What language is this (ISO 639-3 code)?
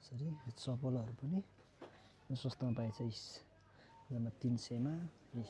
nep